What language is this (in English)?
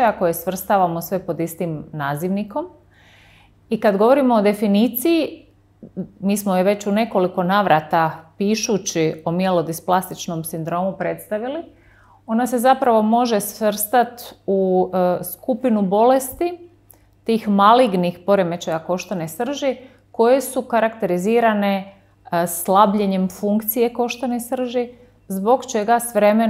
Croatian